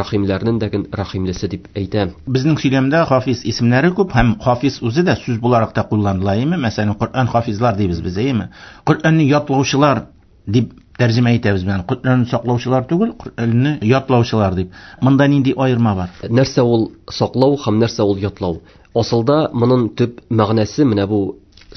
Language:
Tatar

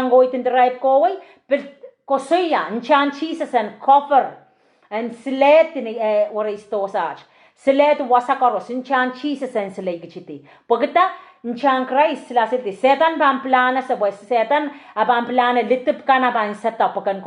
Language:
Pohnpeian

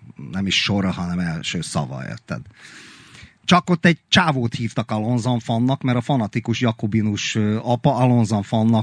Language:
Hungarian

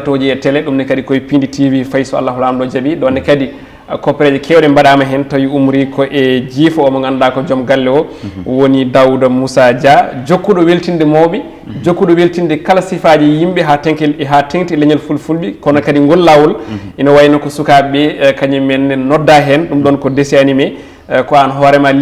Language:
Fula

